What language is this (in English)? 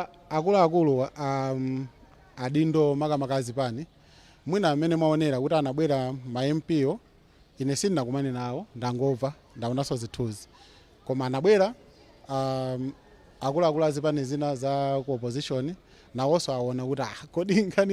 Nyanja